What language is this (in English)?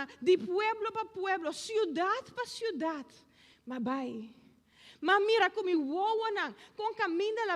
Papiamento